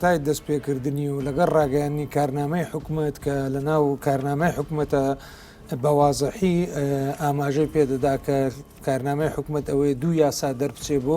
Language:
Central Kurdish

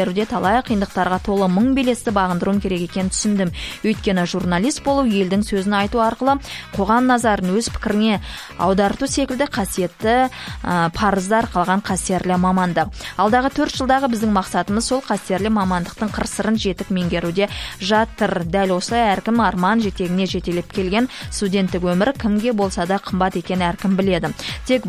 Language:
Kazakh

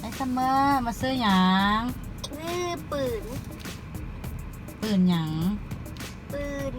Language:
Lao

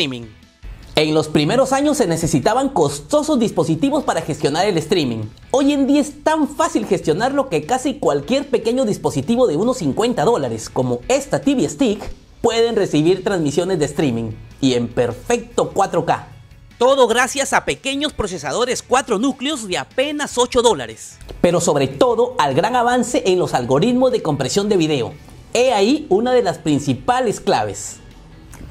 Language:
Spanish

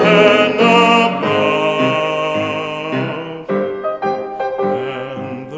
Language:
English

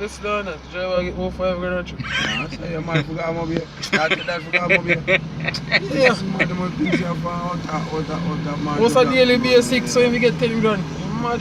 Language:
Jamaican Creole English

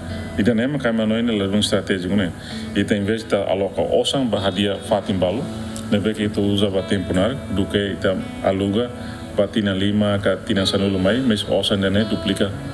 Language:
Tetum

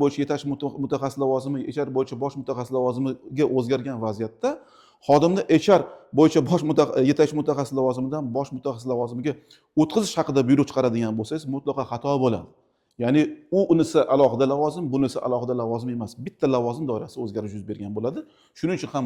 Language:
Uzbek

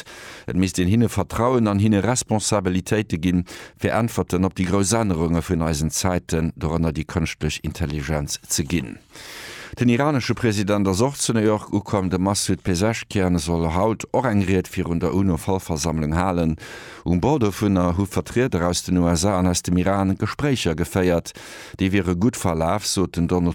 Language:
Luxembourgish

